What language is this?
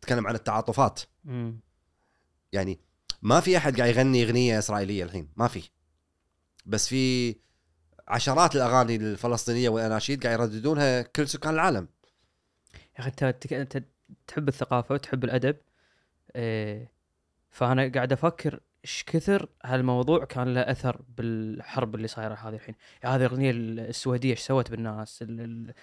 Gulf Arabic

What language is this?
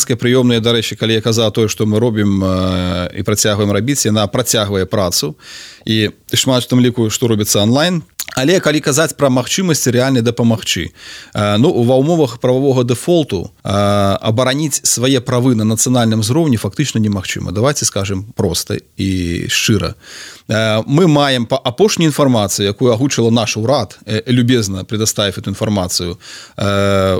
Belarusian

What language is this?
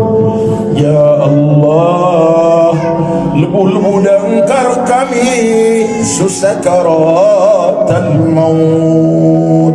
Maranao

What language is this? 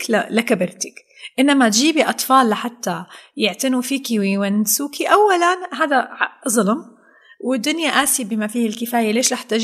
North Levantine Arabic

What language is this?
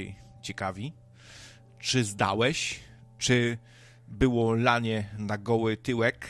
Polish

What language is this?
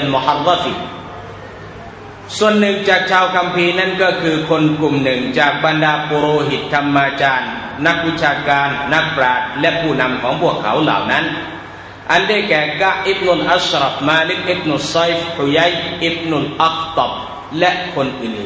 Thai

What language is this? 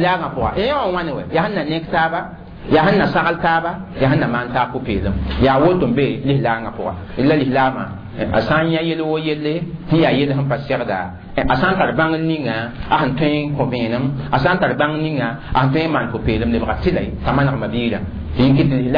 Mossi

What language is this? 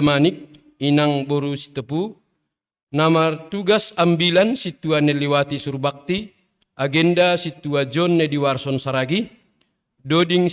Batak Simalungun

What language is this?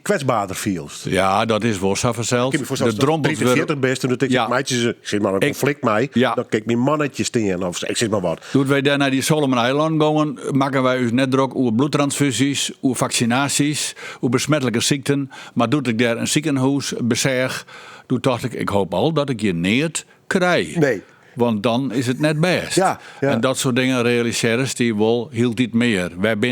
Western Frisian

